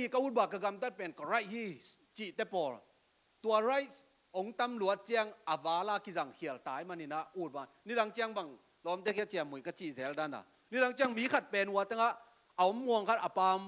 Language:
Tedim Chin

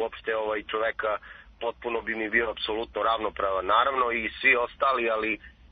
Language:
Serbian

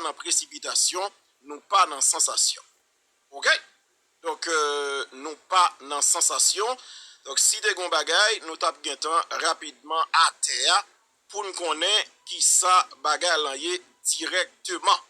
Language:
Haitian Creole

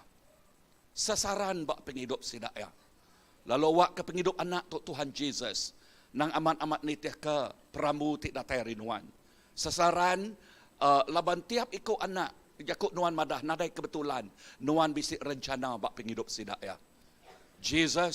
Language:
Iban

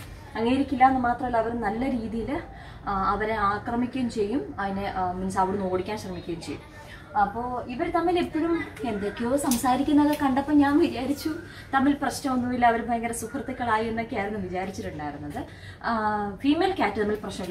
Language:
Malayalam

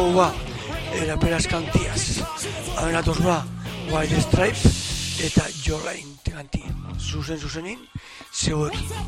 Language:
Basque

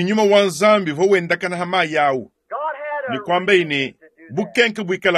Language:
Luba-Lulua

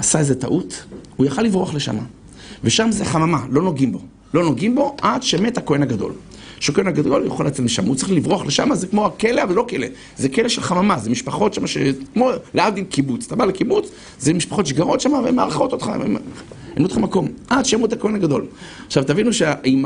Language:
Hebrew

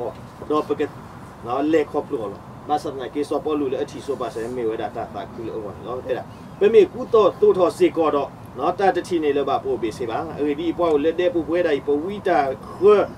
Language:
S'gaw Karen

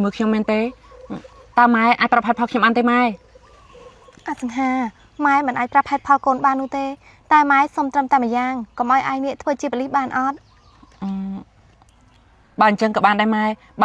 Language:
Khmer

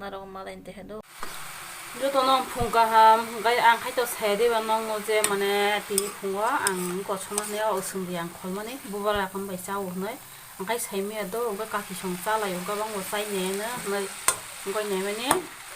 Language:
Kok Borok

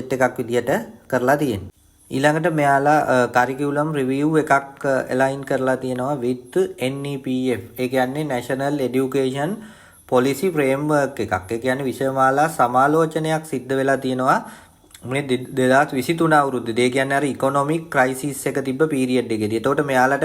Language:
Sinhala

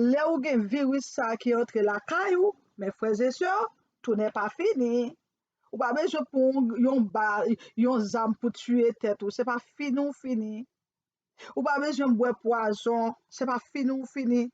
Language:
Haitian Creole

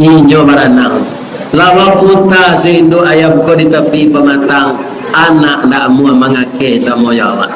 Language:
Minangkabau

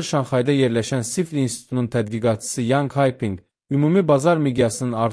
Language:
Azerbaijani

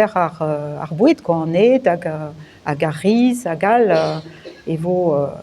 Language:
Breton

